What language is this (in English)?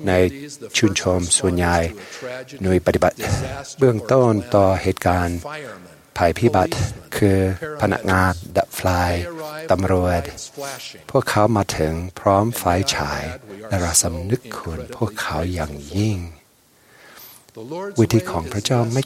Thai